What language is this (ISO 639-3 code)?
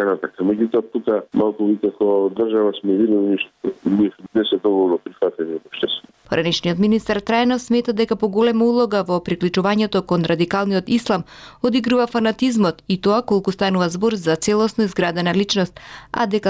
mkd